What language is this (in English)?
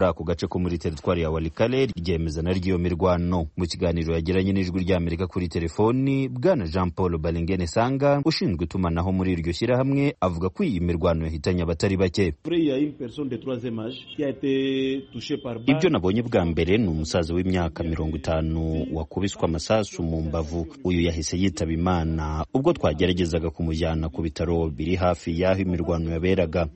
Kinyarwanda